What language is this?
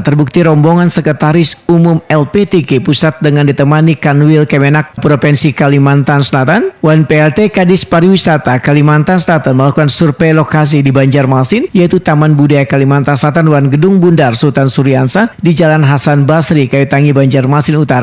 Banjar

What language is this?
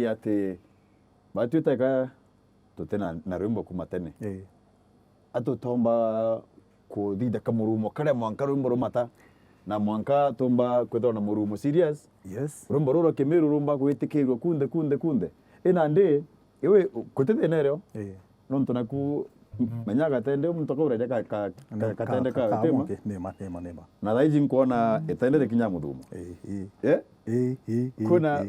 Meru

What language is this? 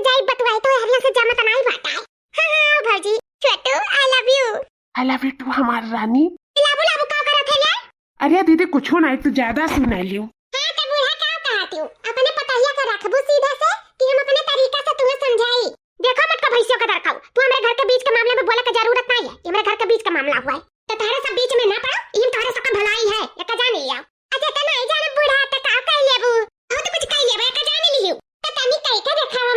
Awadhi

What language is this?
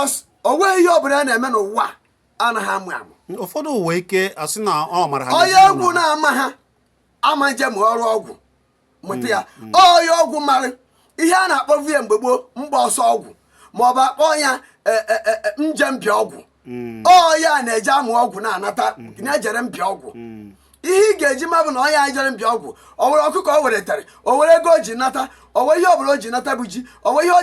Igbo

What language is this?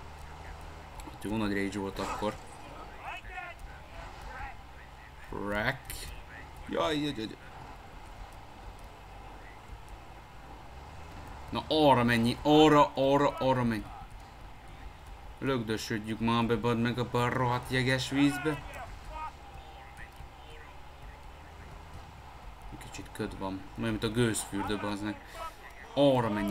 Hungarian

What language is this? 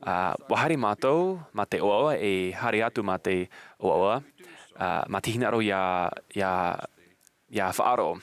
Tahitian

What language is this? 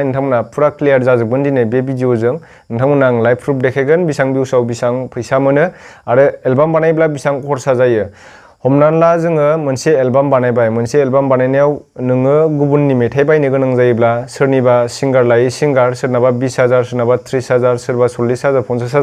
Bodo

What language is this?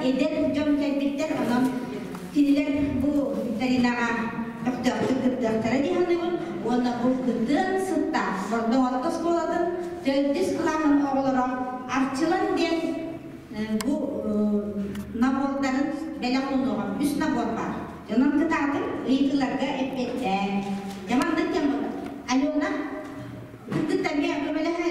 Yakut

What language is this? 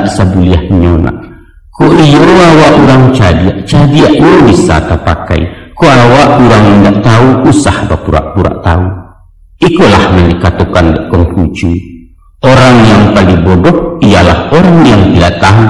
Minangkabau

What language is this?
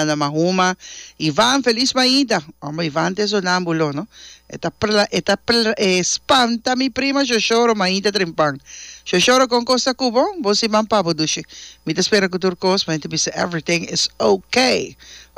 Papiamento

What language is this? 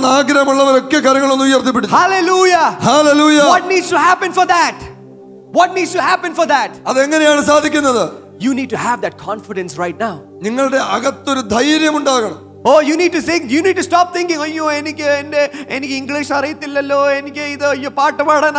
Malayalam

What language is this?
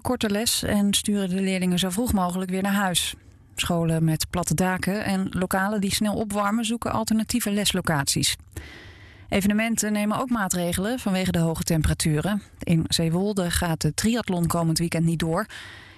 Dutch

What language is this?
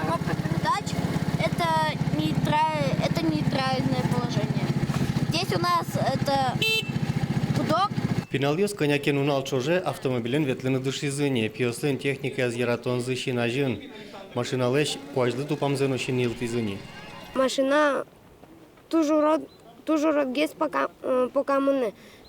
Udmurt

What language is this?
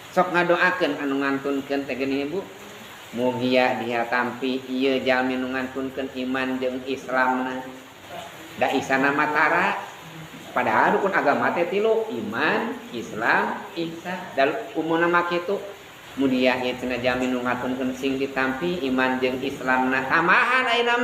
Sundanese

